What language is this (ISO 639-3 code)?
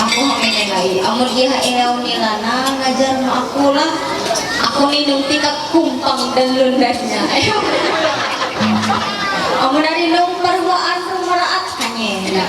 mhy